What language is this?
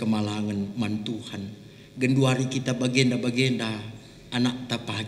Batak Karo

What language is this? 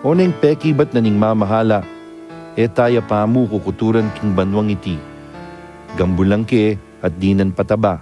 Pampanga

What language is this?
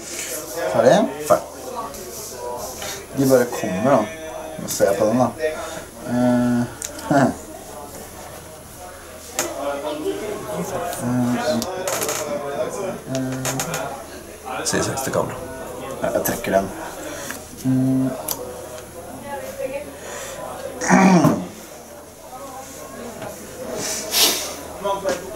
Norwegian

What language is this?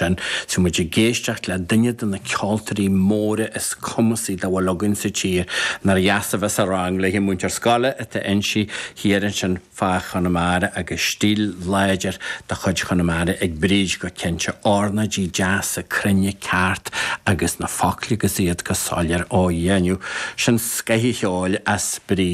Irish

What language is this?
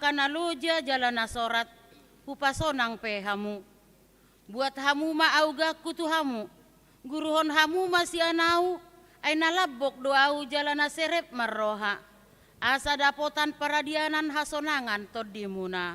Batak Toba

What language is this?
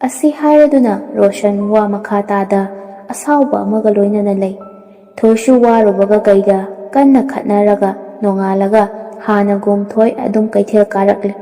Manipuri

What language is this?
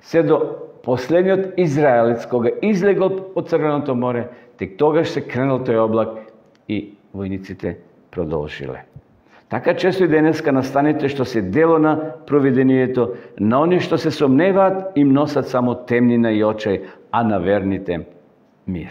Macedonian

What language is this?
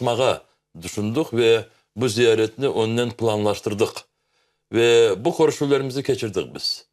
Crimean Tatar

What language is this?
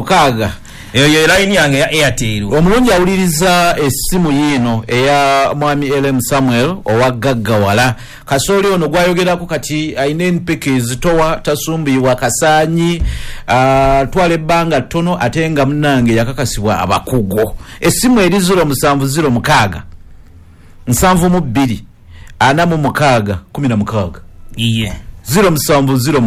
Ganda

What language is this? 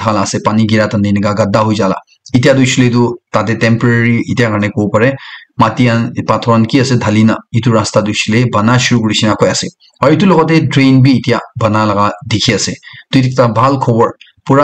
Naga Pidgin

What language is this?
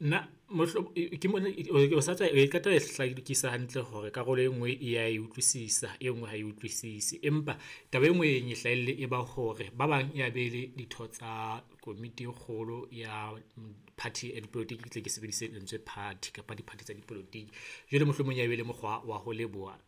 Southern Sotho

